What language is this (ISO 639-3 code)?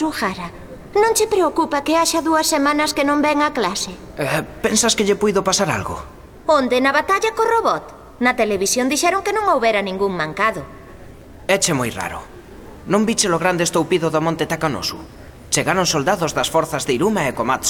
glg